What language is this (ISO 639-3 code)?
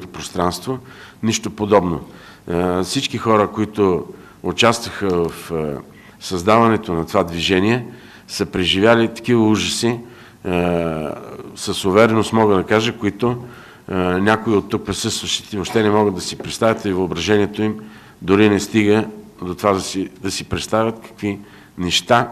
bul